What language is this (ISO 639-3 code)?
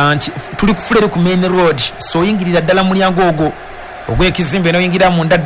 lug